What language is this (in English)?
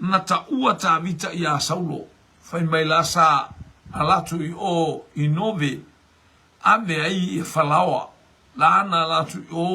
Samoan